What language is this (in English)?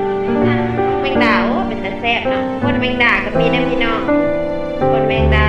Northeastern Thai